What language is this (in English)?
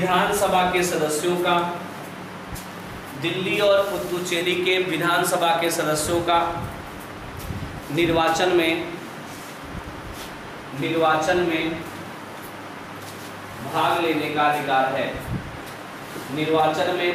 Hindi